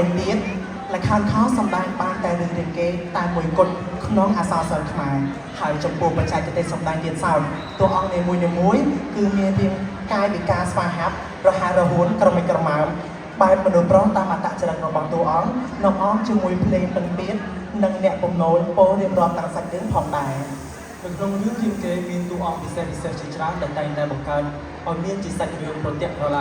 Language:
Khmer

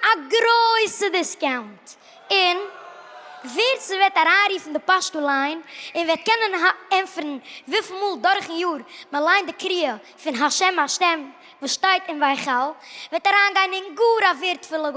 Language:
Yiddish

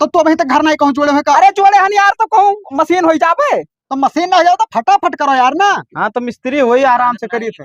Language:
Awadhi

